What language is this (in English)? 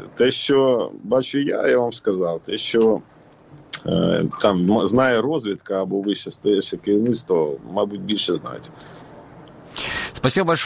Ukrainian